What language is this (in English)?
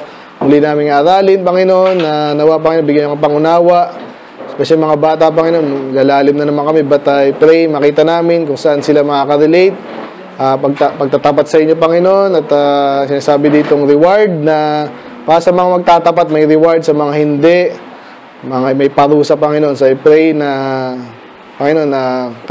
Filipino